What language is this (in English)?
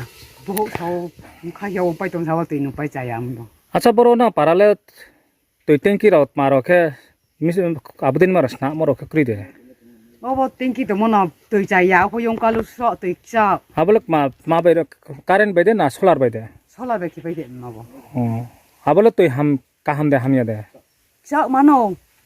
Riang (India)